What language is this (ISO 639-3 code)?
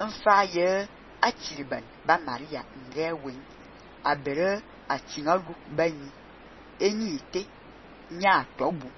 fan